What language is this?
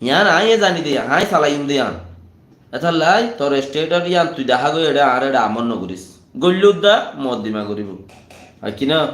Rohingya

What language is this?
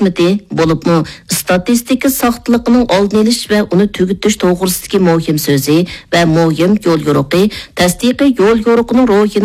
Uyghur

